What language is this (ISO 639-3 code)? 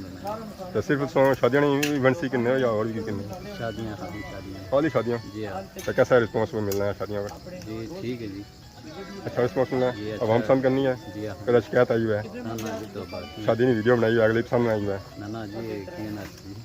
phr